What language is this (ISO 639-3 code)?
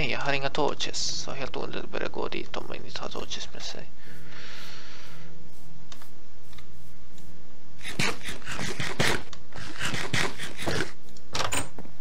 swe